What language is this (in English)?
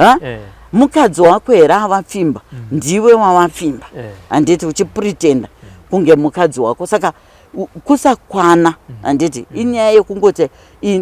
Shona